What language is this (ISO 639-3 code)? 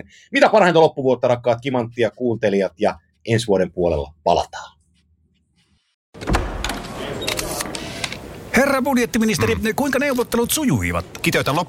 fin